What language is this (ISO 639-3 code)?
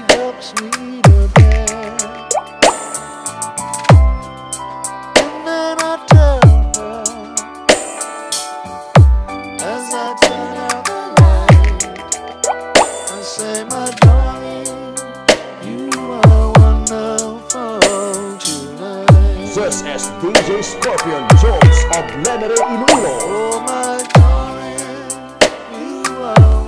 eng